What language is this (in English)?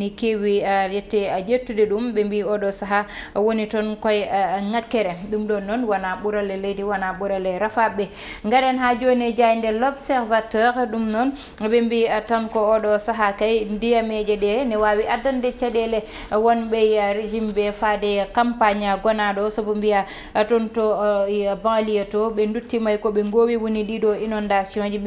Fula